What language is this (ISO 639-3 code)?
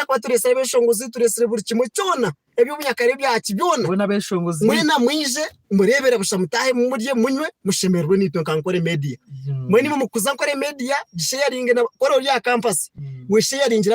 nyn